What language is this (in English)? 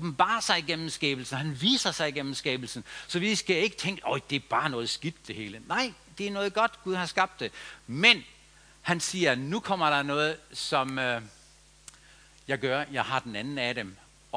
Danish